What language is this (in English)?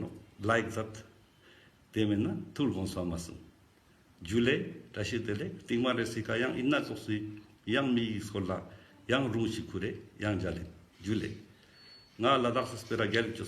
Ladakhi